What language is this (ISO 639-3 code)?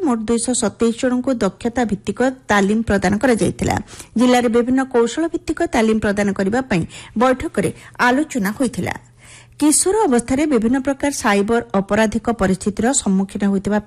ori